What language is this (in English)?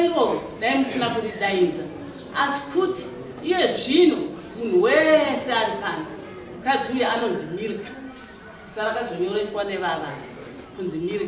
Shona